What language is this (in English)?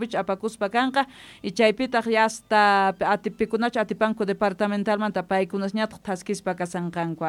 South Bolivian Quechua